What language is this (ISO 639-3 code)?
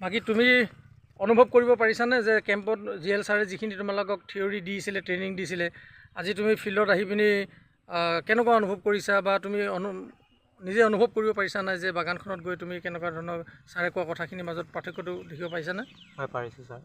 asm